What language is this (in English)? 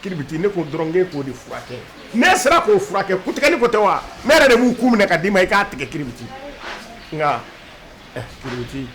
Bambara